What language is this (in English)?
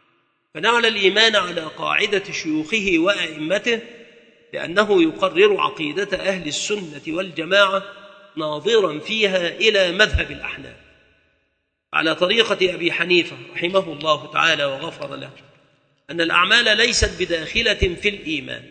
Arabic